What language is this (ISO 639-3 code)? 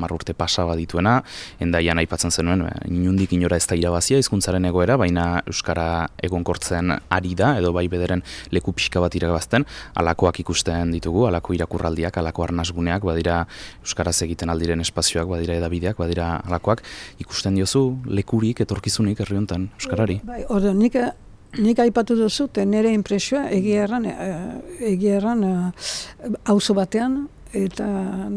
eus